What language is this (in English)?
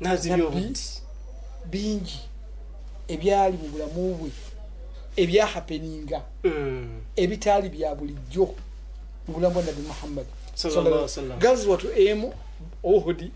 Ganda